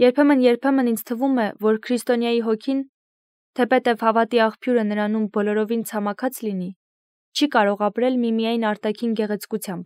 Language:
Armenian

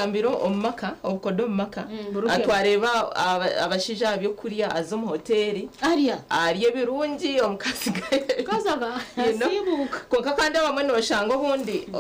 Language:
Nyankole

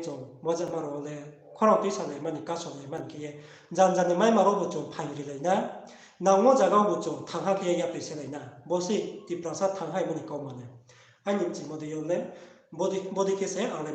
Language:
Riang (India)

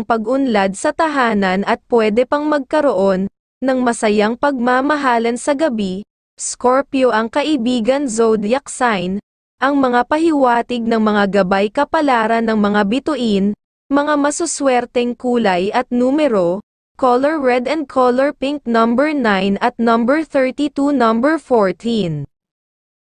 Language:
Filipino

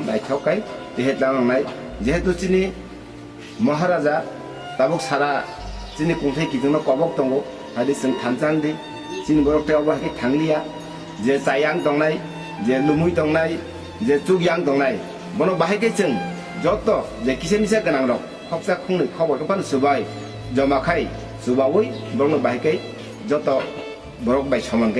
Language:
Kok Borok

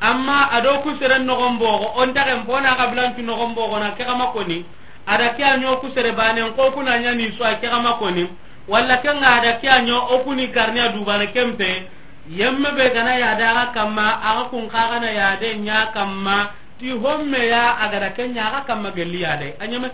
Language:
Soninke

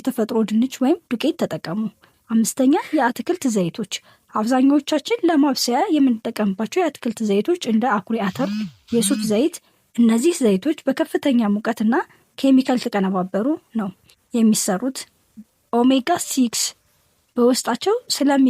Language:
Amharic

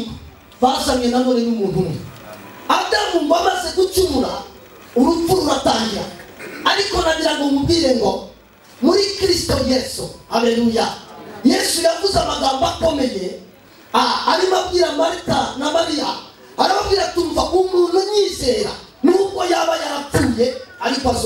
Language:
Kinyarwanda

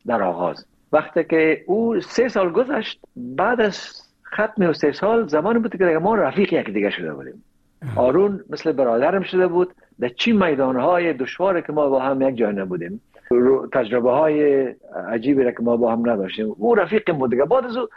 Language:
Persian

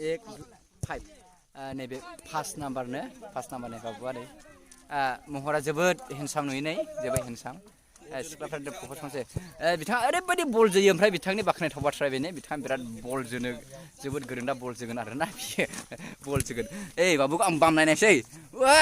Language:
Bodo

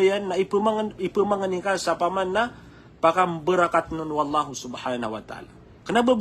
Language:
Maranao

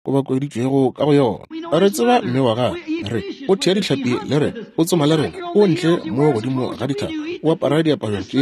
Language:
Northern Sotho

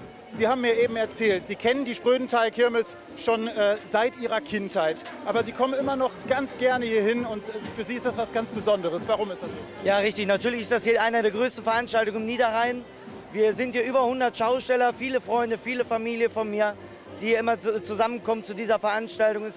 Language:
German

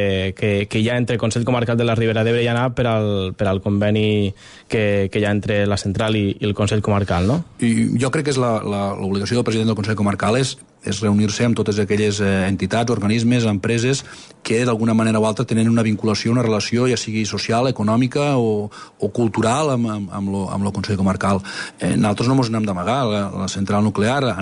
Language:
Catalan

